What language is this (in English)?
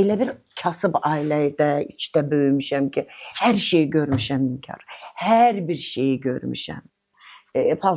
Azerbaijani